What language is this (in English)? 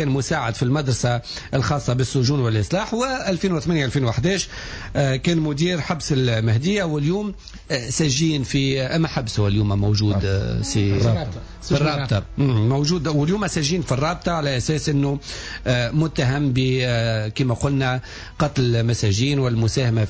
Tunisian Arabic